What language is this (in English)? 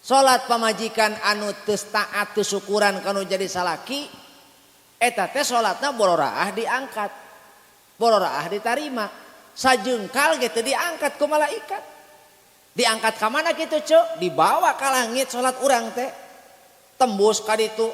Sundanese